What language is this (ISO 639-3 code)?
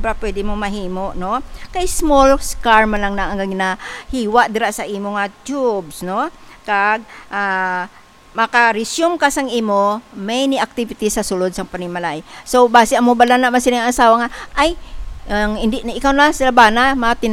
hil